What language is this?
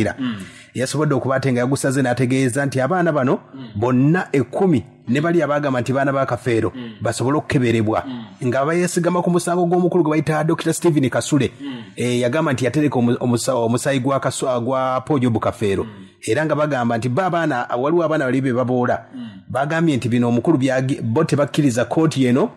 Ganda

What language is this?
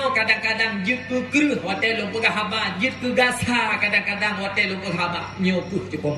Achinese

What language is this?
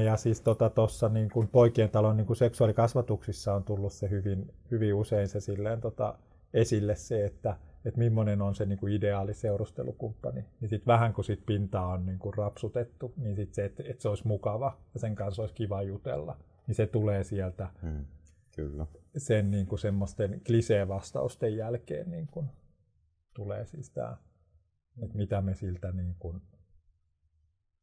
Finnish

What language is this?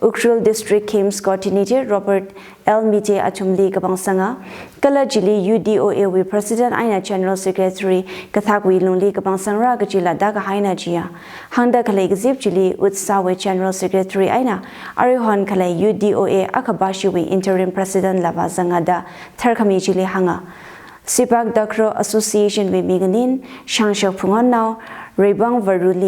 Tangkhul Naga (India)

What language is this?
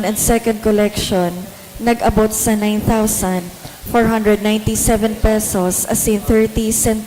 Bikol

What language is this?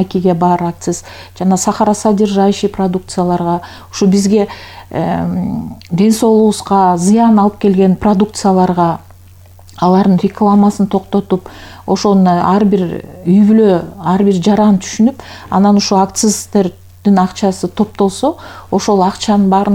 Kyrgyz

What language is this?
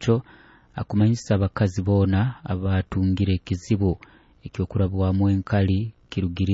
Nyoro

